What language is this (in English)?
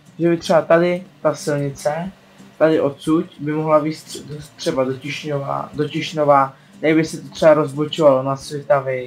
Czech